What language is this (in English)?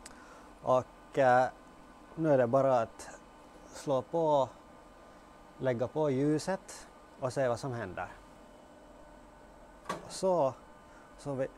Swedish